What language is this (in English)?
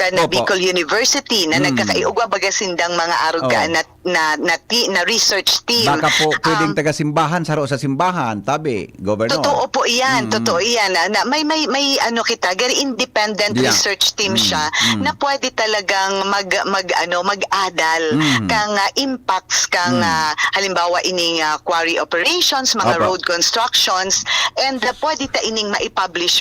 Bikol